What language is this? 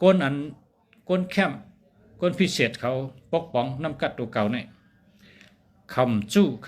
Shan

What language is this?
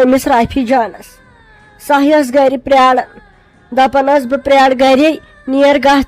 Kashmiri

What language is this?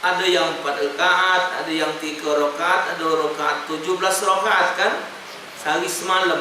Musi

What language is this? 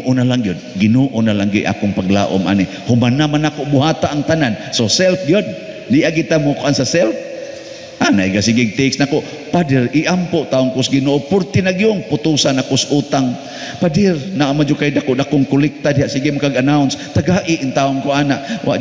Cebuano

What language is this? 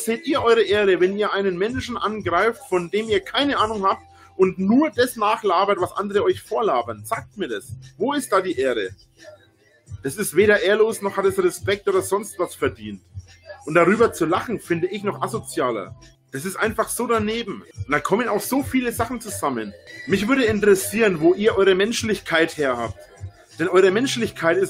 German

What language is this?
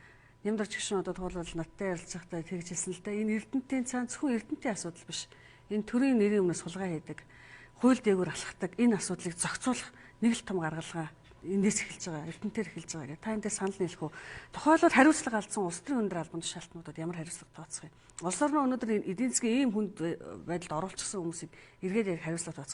Mongolian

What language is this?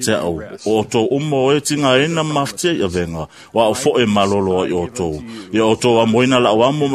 Samoan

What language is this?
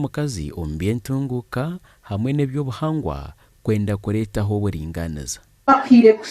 Nyankole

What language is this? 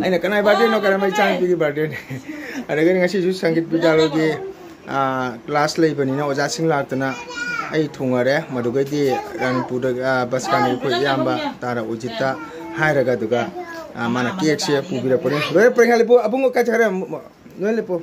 Manipuri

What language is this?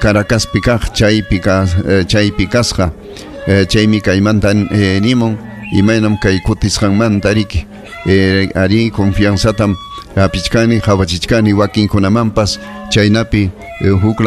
Ayacucho Quechua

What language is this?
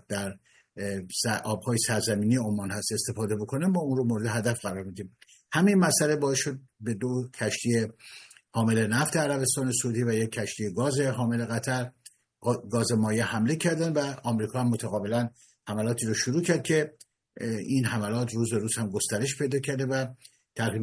Persian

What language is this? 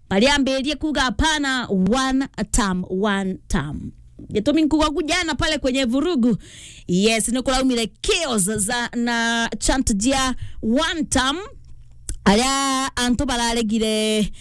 Meru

